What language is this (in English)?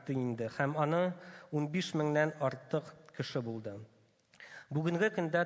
Tatar